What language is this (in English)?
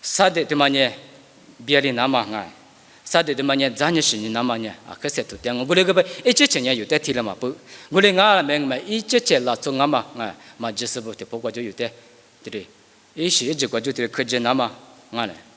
Lisu